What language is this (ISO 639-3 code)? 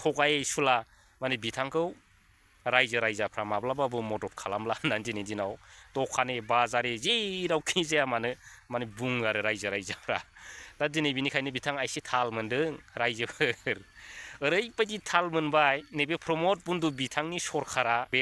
brx